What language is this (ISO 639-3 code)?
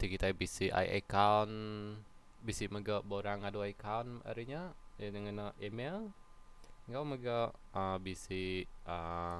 iba